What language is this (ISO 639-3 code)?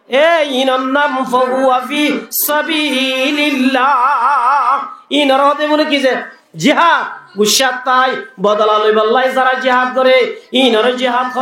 rhg